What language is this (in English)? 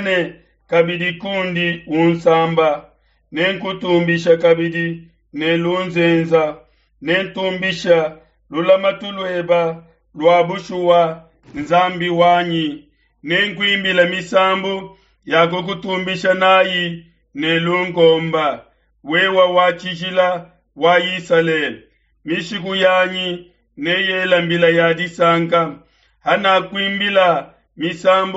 Luba-Lulua